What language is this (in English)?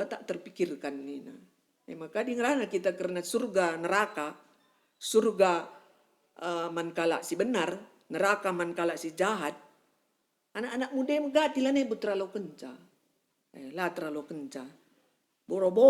Batak Karo